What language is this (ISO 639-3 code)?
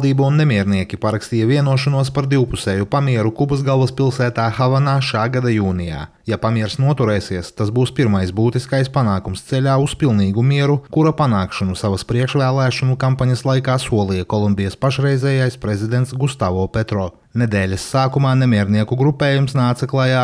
lav